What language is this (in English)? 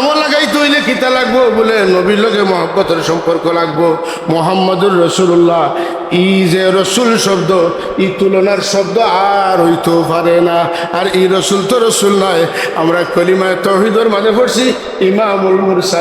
Sylheti